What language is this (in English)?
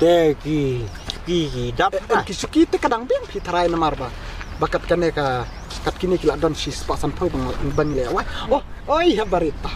Khasi